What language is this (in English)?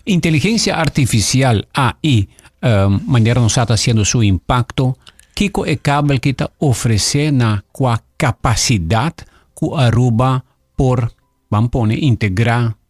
Papiamento